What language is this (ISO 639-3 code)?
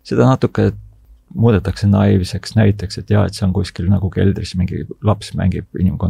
est